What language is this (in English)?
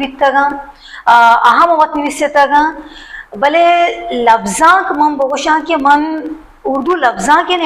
Baluchi